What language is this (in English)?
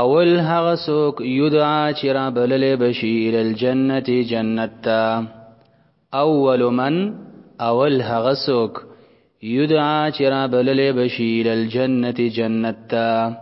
Pashto